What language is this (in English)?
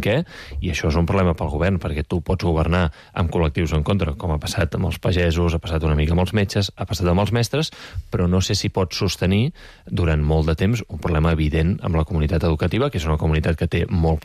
Catalan